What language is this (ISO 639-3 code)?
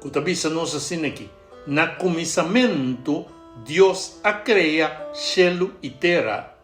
pap